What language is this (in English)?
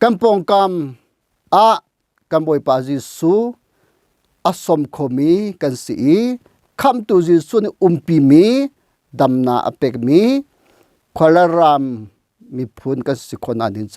Hakha Chin